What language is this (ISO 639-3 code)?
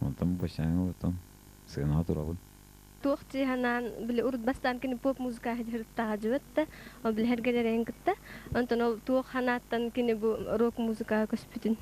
sah